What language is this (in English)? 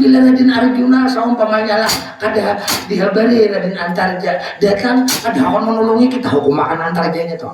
Banjar